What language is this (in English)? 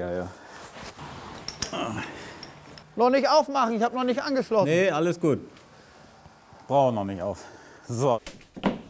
German